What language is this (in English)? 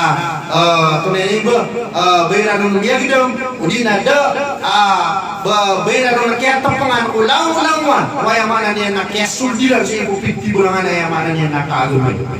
Maranao